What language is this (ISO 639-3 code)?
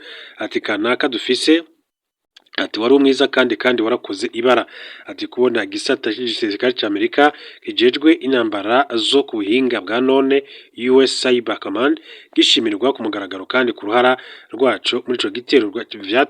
run